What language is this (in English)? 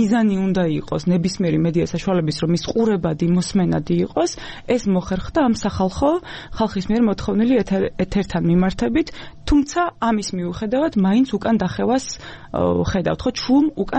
Georgian